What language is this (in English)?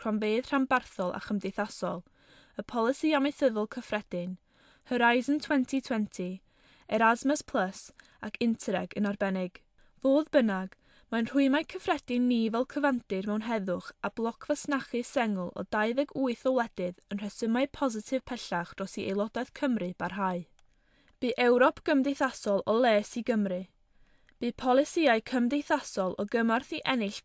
Welsh